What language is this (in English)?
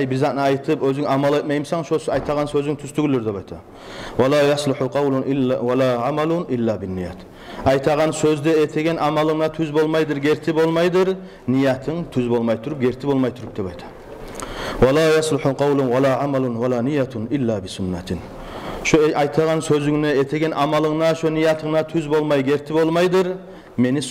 Kumyk